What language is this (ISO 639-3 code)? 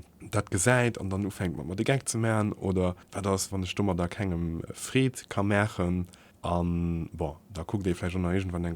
ltz